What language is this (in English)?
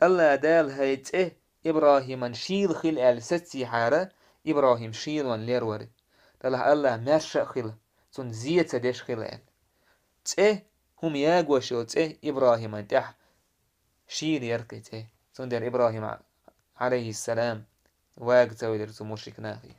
Chechen